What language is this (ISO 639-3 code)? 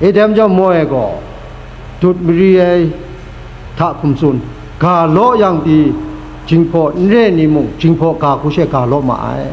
kac